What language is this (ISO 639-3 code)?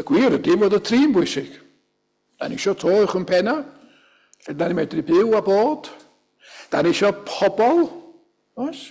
cym